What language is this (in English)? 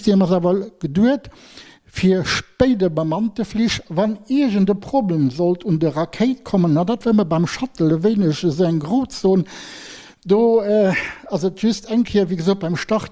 Luxembourgish